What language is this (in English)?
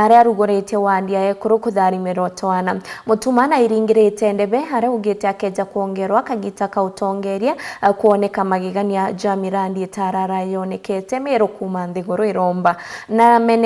Meru